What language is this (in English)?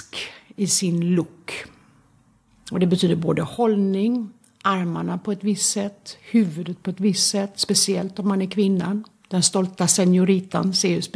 Swedish